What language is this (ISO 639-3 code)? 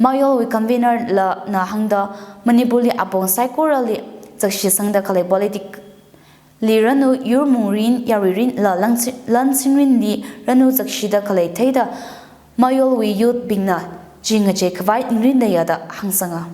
nmf